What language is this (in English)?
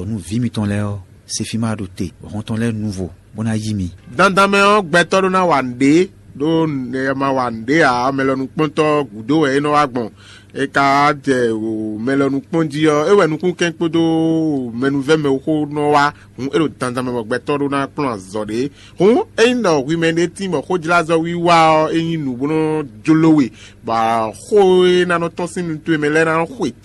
Fon